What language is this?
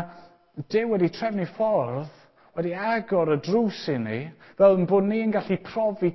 Welsh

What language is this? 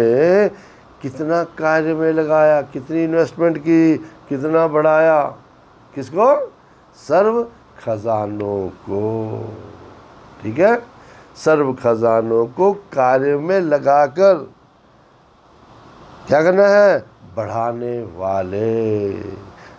Hindi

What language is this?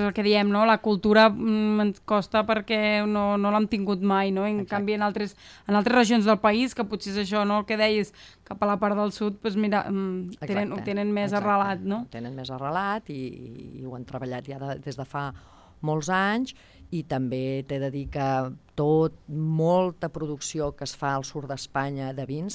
Catalan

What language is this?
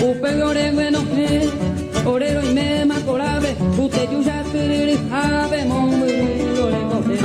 Guarani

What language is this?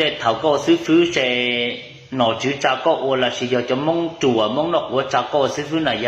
Hmong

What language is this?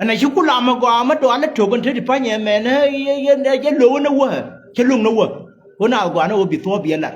Nuer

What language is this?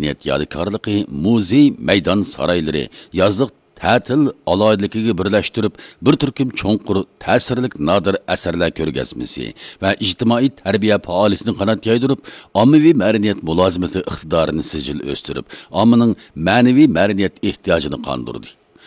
Uyghur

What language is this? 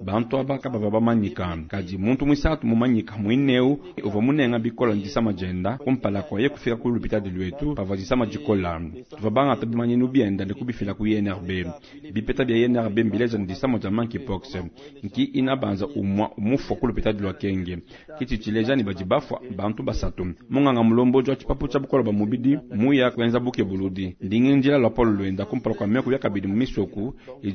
Luba-Lulua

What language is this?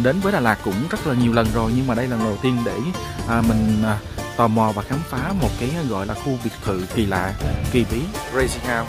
Vietnamese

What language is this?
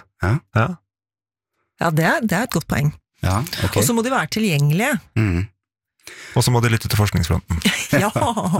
Norwegian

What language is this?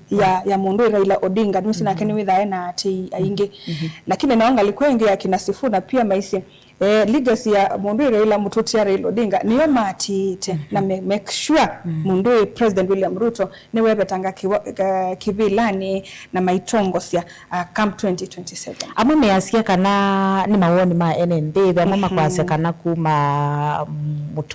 Kamba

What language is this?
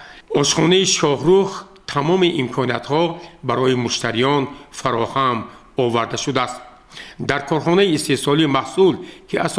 Tajik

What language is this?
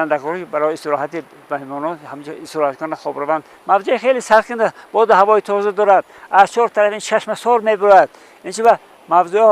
Tajik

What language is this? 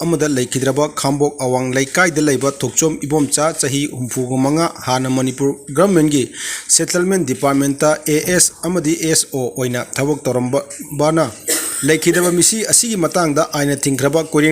Manipuri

